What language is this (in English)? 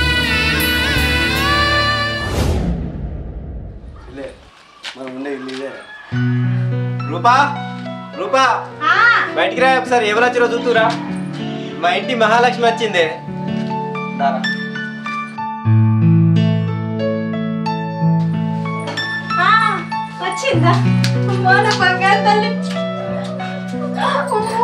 Telugu